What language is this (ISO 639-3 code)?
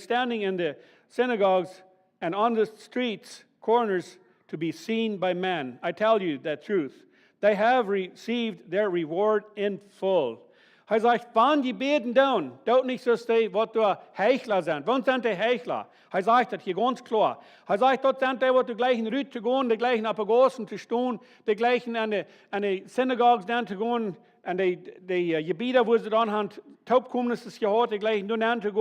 pdt